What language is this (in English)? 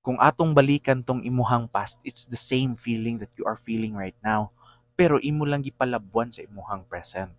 Cebuano